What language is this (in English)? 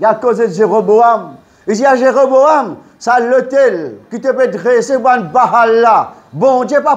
Morisyen